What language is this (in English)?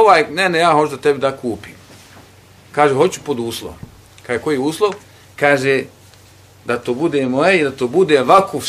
Bosnian